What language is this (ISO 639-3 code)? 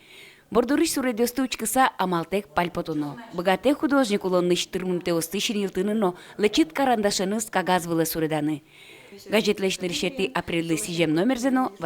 udm